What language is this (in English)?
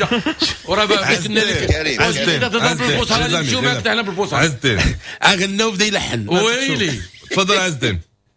Moroccan Arabic